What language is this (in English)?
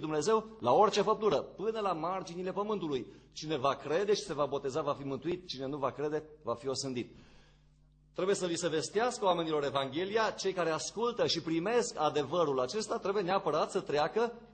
Romanian